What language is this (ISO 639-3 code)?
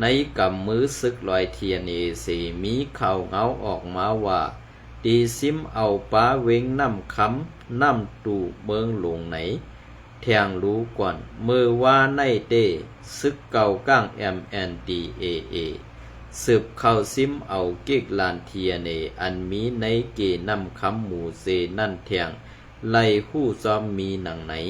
shn